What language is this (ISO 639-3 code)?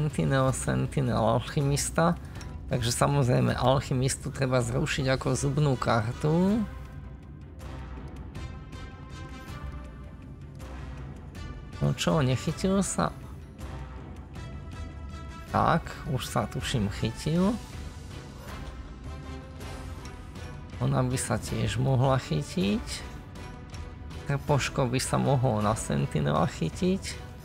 slk